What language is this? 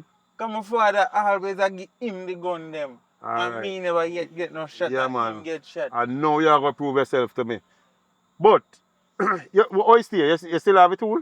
Jamaican Creole English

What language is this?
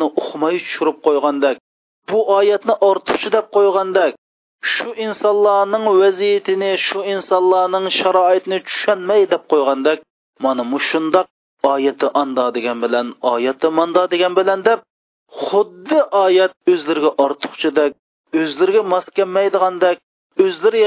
Uyghur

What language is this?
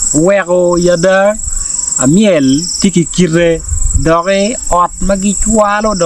Acoli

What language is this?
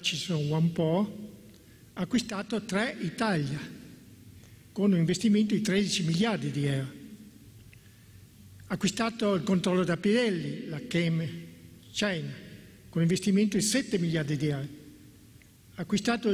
Italian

